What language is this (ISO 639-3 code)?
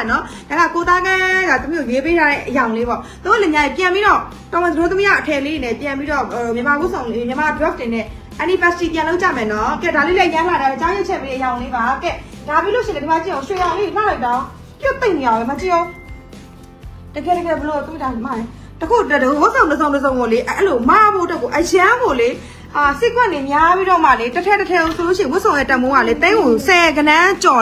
mya